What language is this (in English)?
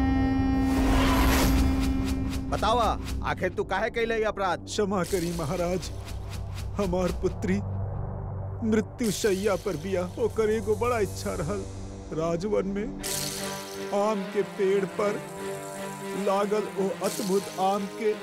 Bhojpuri